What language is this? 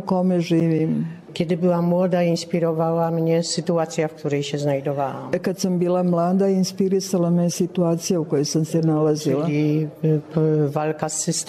Serbian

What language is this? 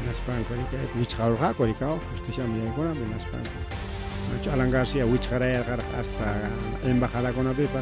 Ayacucho Quechua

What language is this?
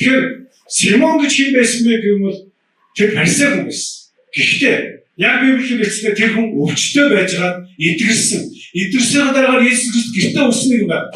Mongolian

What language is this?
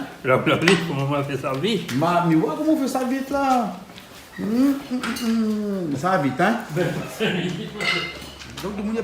Réunion Creole French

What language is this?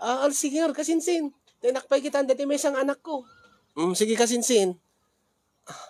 Iloko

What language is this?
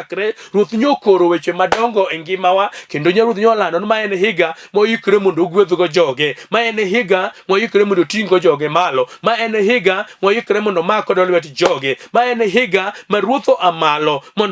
Luo (Kenya and Tanzania)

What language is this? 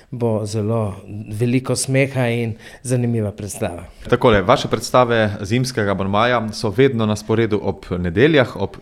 Slovenian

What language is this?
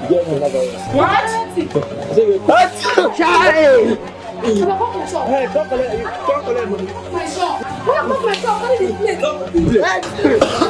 Nigerian Pidgin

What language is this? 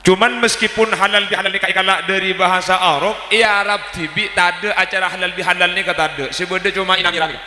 Madurese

